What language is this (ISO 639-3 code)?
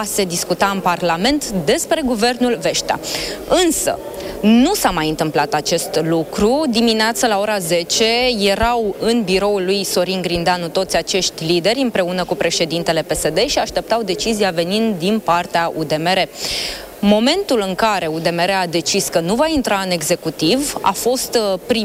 ron